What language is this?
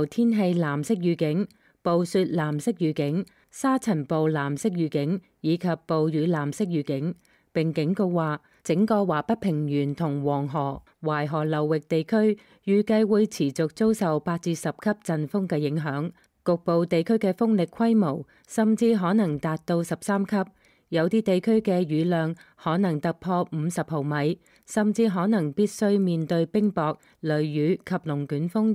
Cantonese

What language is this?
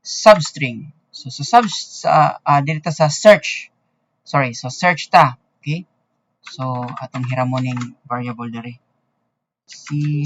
Cebuano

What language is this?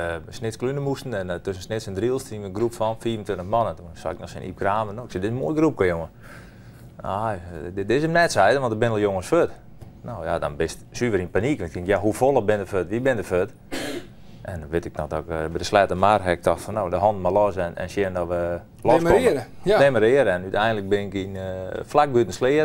Western Frisian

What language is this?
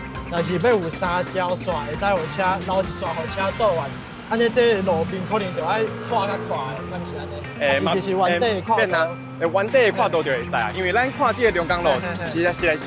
Min Nan Chinese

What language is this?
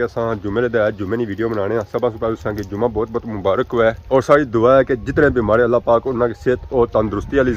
Pahari-Potwari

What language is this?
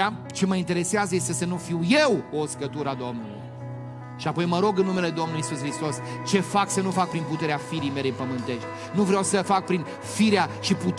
Romanian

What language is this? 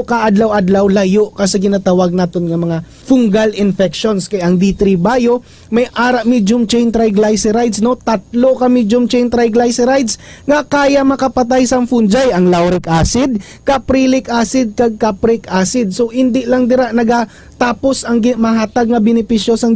Hiligaynon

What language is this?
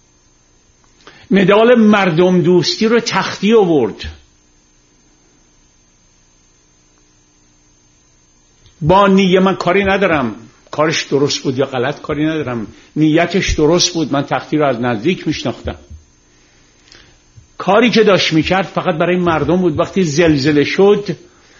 Persian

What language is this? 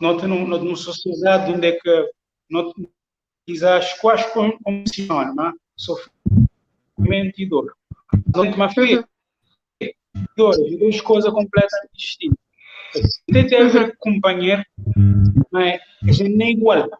Kabuverdianu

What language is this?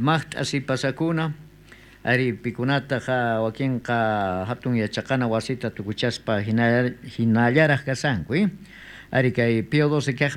South Bolivian Quechua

